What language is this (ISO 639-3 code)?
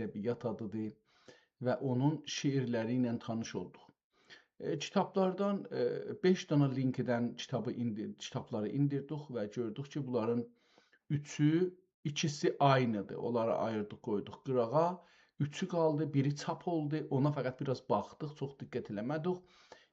azb